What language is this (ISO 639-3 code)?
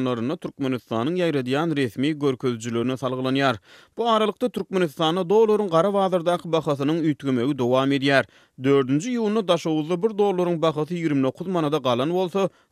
tuk